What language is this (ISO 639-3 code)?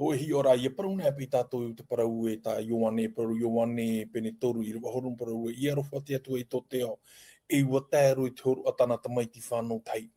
tah